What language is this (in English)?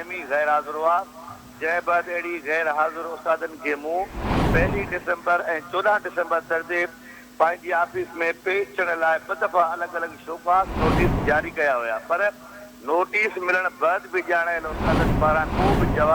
Sindhi